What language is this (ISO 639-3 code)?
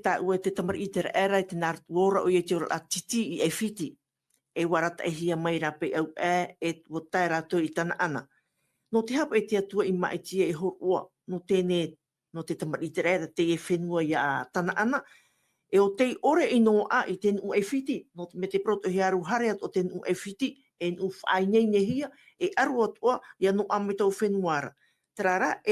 tah